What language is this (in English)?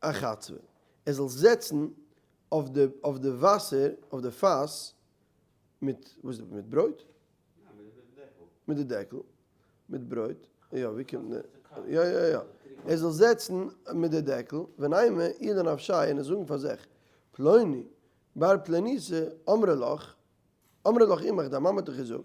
Yiddish